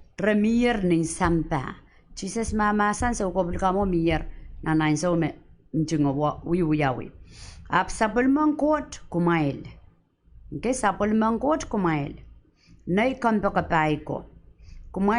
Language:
Pohnpeian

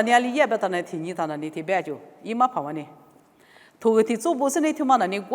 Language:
Lisu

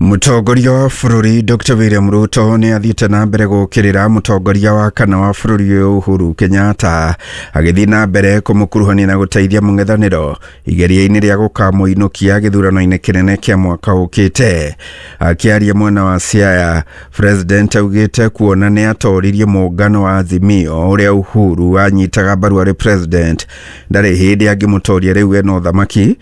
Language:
Kikuyu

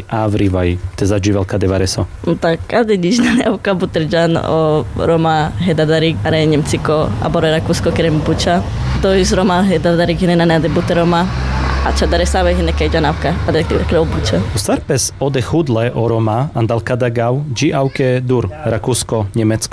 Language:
Carpathian Romani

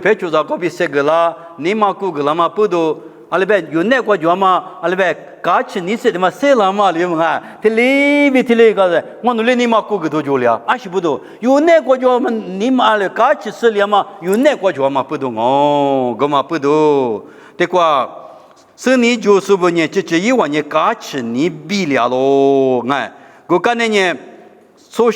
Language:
Lisu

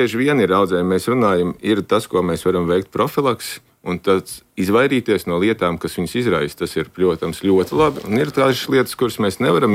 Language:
Latvian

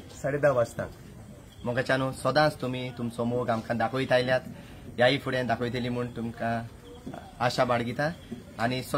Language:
Konkani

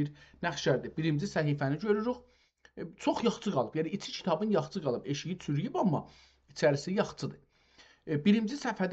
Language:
South Azerbaijani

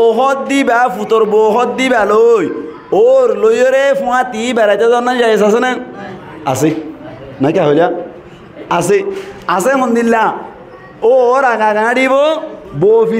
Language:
Rohingya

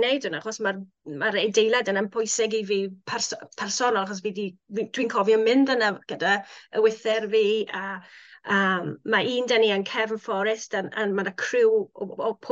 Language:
Welsh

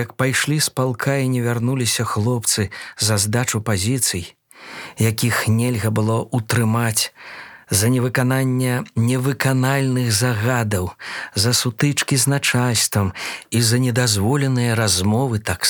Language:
Belarusian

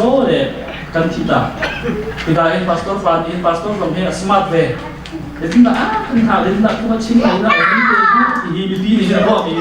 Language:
Hakha Chin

